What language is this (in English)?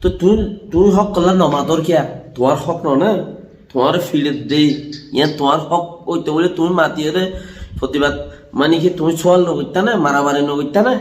Rohingya